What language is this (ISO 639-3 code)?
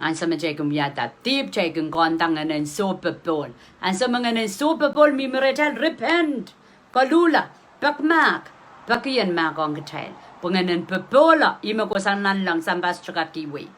pon